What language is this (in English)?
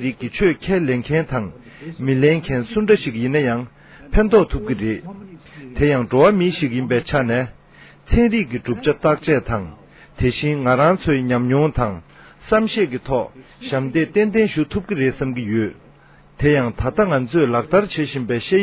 Tibetan